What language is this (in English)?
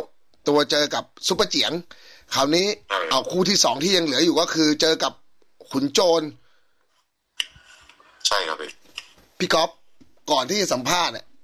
Thai